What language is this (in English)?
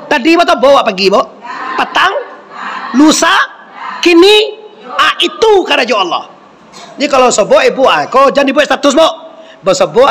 Minangkabau